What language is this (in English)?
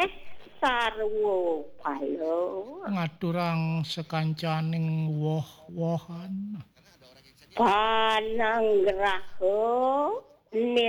Balinese